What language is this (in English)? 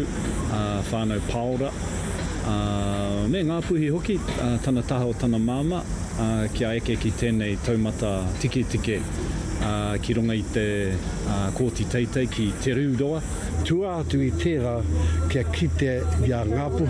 Māori